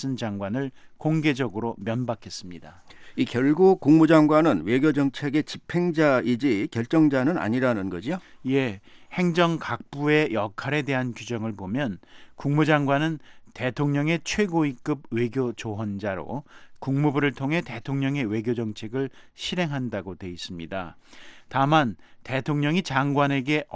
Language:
Korean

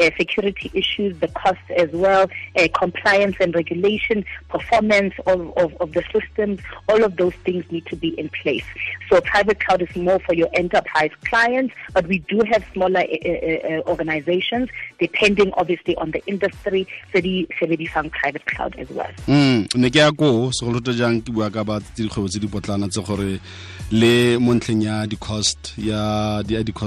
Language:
Tswana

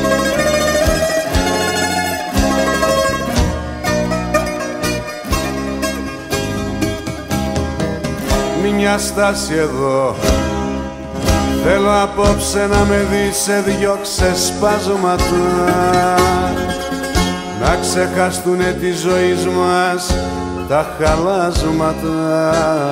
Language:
Greek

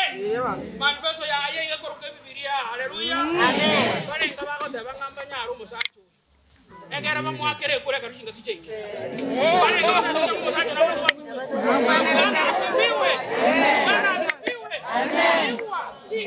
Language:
Gusii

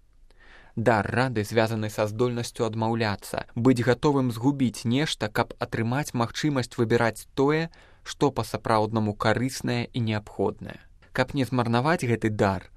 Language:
Belarusian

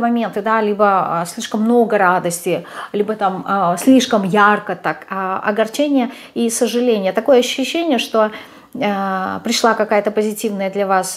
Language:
Russian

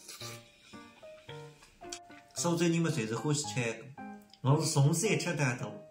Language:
Wu Chinese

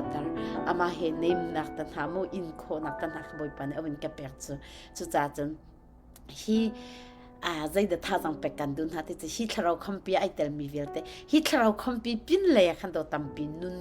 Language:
Hakha Chin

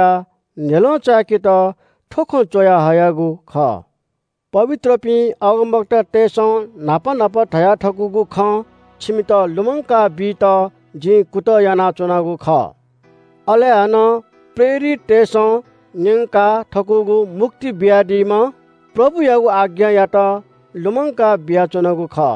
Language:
Newari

